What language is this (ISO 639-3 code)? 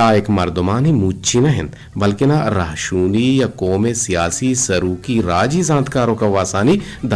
bgp